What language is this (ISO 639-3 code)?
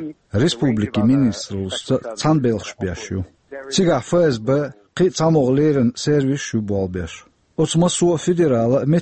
che